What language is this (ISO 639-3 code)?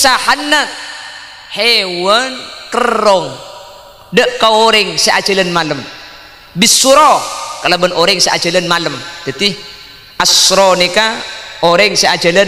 mad